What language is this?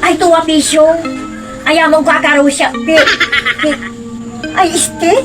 Pangasinan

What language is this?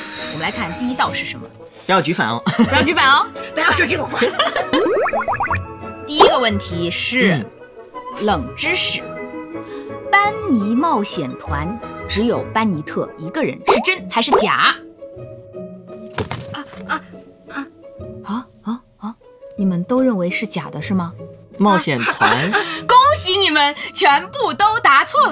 Chinese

